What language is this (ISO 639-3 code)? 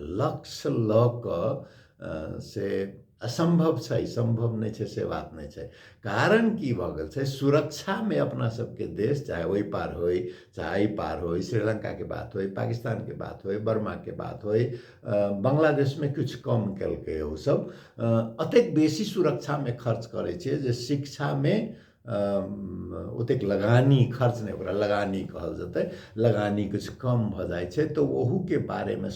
mai